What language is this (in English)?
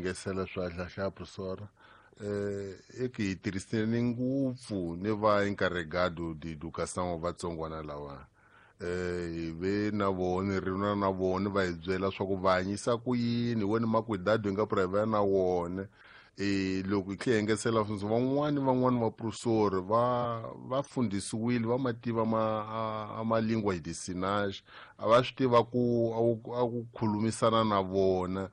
Tsonga